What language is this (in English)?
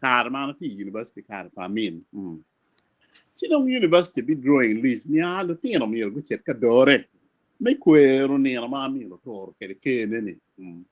Acoli